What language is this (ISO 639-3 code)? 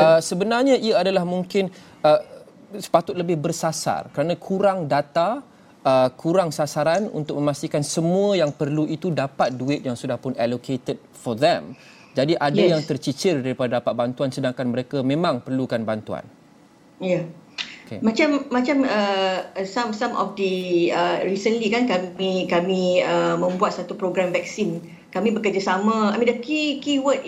msa